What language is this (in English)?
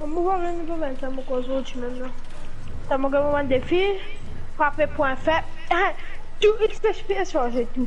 Morisyen